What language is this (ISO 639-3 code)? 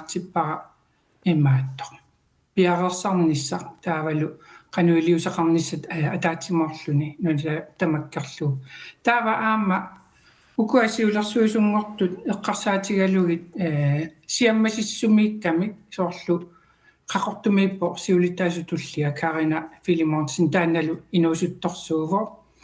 kal